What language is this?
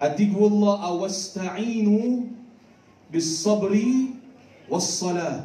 Maranao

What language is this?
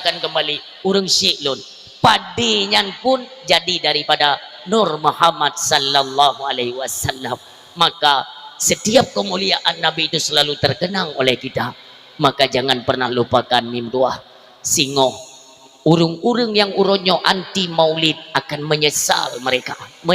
Achinese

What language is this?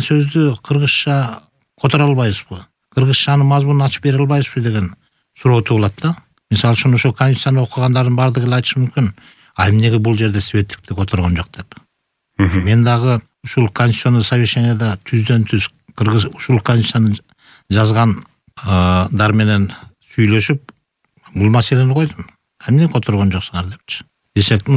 Kyrgyz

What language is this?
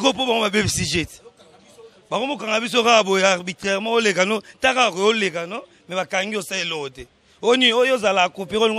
Lingala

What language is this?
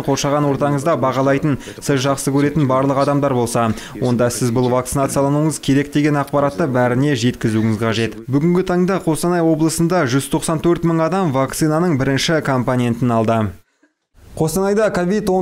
Kazakh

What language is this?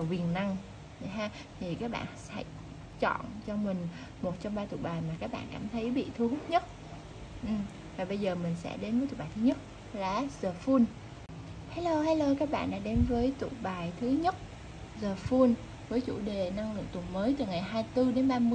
Vietnamese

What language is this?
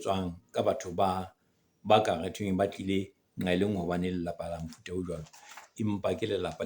Southern Sotho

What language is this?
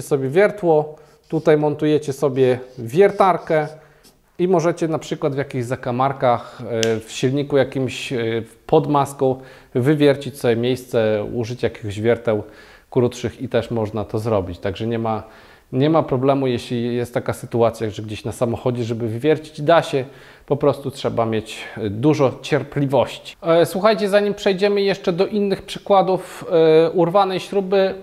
Polish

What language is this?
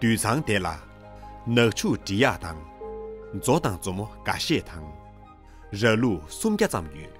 Tibetan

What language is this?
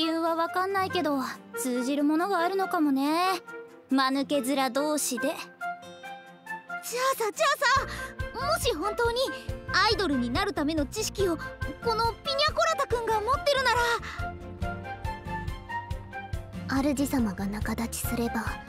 Japanese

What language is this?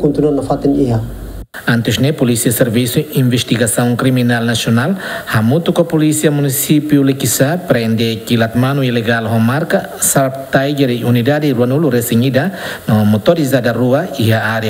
Tetum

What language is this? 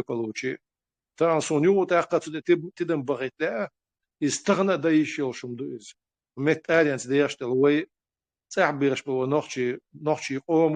Chechen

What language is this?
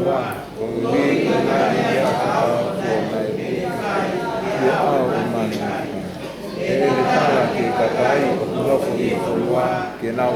Tongan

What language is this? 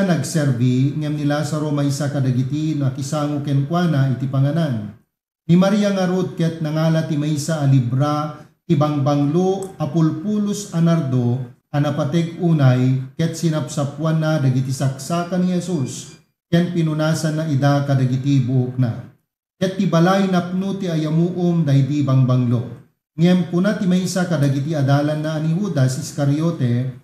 Iloko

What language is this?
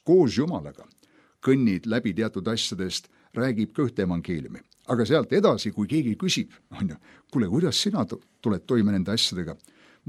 Estonian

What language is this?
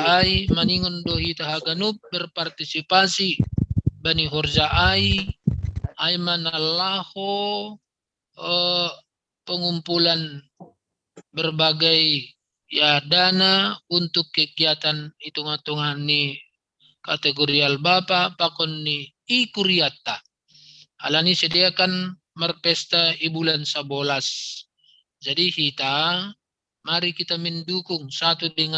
Batak Simalungun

